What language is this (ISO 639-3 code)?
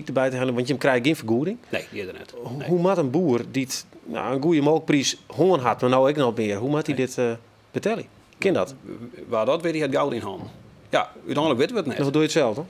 fry